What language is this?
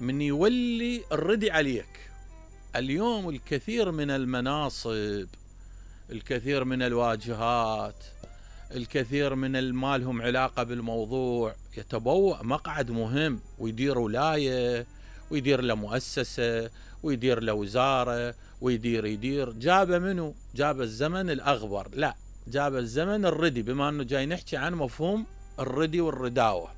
Mesopotamian Arabic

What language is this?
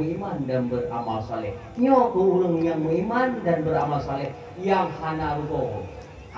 Achinese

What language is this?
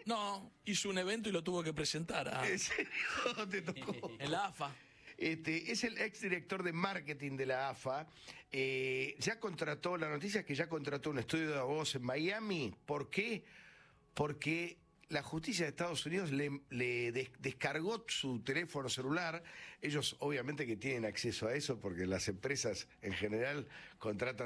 Spanish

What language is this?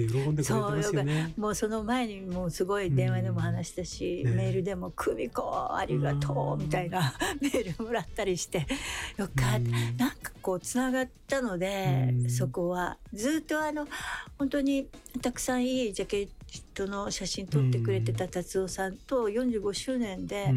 Japanese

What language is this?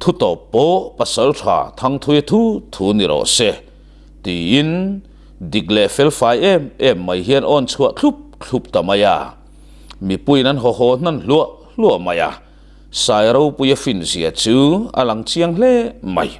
Mizo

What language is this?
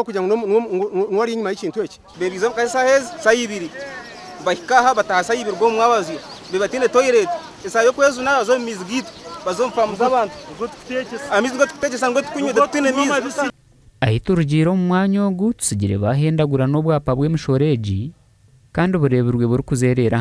Nyankole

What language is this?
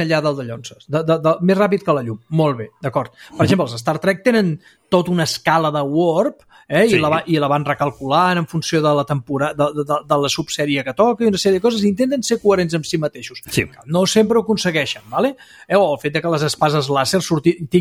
Catalan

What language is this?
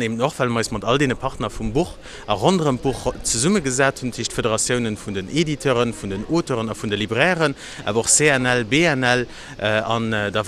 Luxembourgish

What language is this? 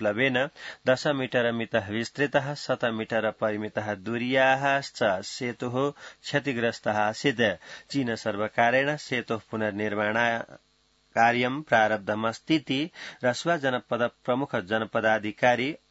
Sanskrit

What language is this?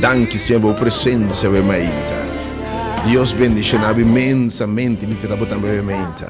Papiamento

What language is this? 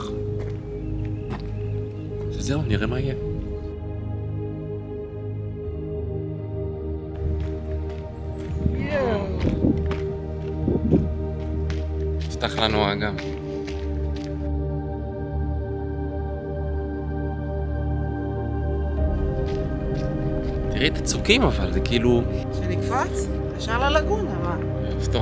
Hebrew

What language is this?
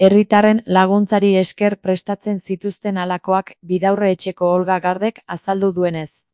Basque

